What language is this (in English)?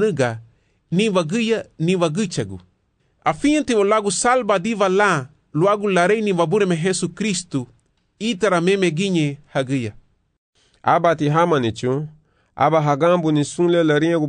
Garifuna